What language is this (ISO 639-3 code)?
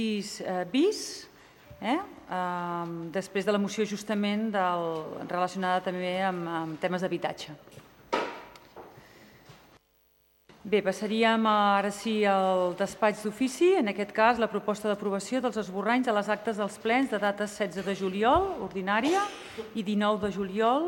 cat